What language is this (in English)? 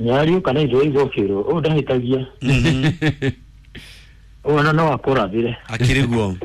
Kikuyu